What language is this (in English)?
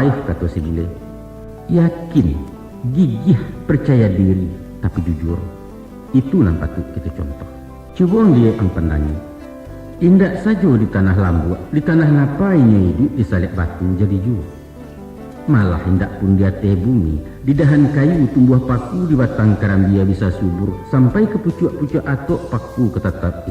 Minangkabau